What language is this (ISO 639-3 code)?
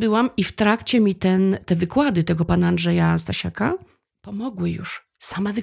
pol